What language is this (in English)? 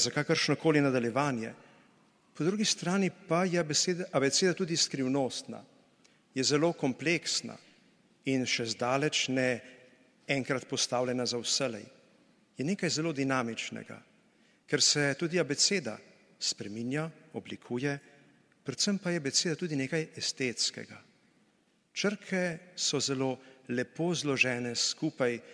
Slovenian